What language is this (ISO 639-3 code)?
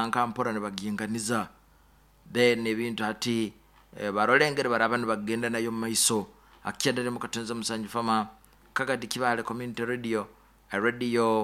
nyo